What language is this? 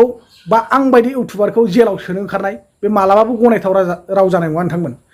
Bodo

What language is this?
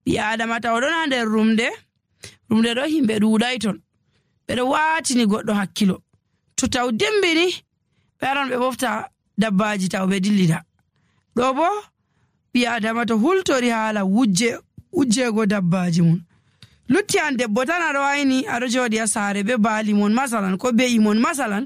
Nigerian Fulfulde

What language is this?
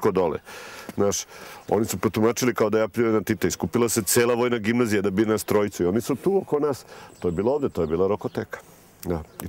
Serbian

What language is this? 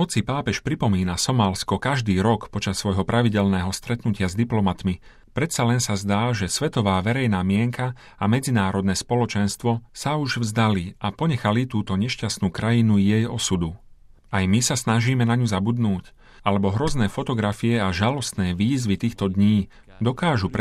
Slovak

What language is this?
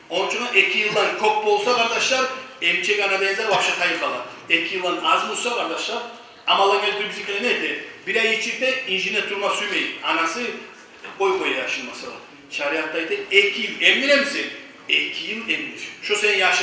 Kumyk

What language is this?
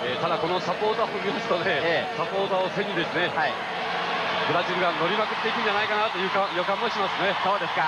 Japanese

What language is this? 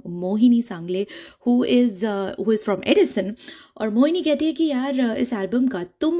Hindi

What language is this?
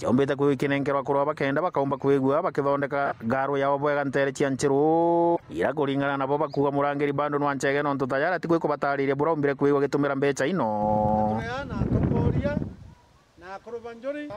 Meru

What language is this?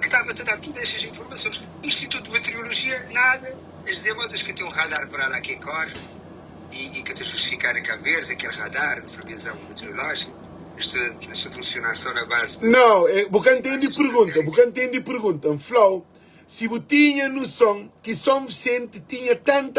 Kabuverdianu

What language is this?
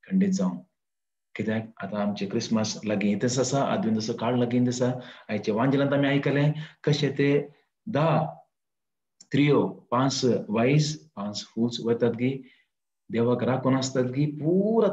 Konkani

